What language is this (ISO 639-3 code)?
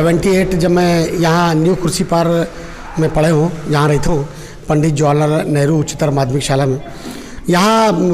hne